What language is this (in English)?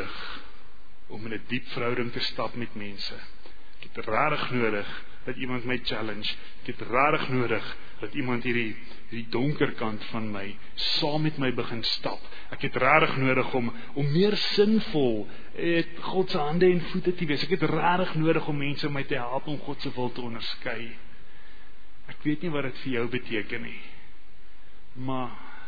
Afrikaans